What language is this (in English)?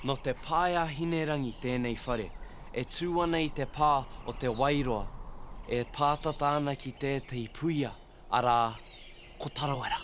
Māori